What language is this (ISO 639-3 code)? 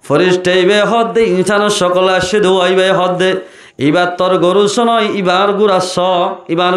rhg